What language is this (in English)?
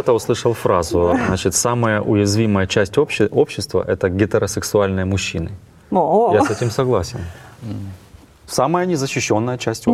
Russian